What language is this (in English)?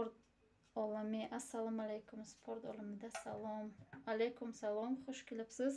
Tajik